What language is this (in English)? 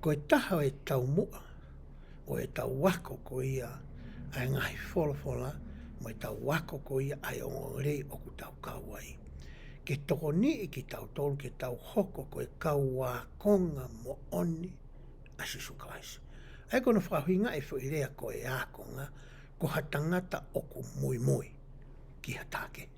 Tongan